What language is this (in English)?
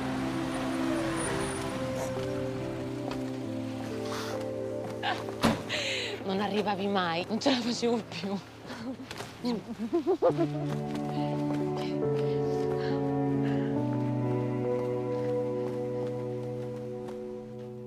Italian